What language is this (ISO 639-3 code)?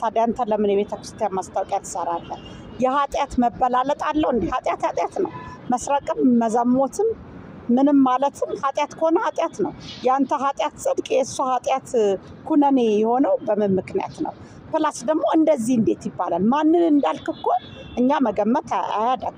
amh